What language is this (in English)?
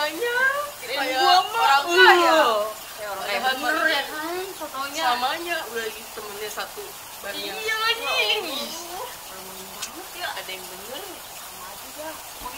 Betawi